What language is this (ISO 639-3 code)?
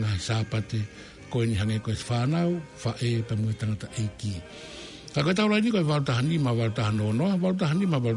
ton